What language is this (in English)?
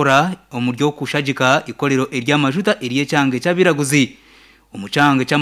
Nyankole